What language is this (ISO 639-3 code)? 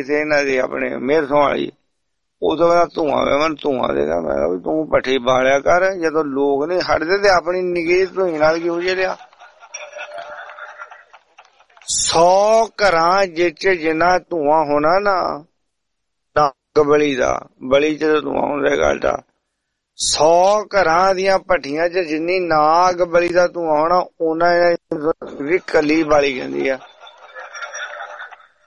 pan